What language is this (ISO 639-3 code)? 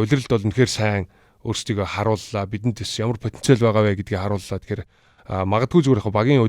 mon